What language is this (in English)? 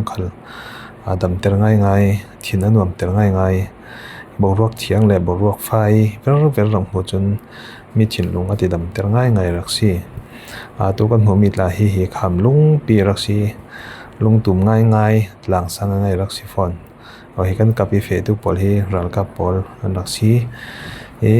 Falam Chin